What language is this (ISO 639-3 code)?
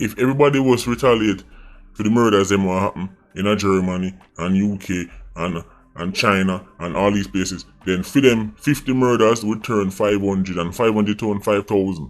jam